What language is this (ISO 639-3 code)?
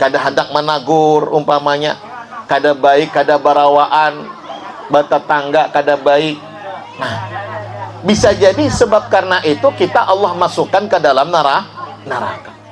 bjn